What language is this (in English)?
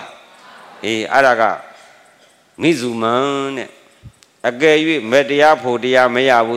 Burmese